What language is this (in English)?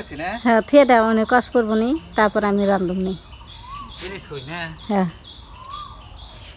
Bangla